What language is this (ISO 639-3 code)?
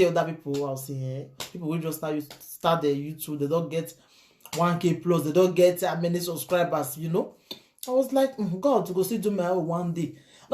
pcm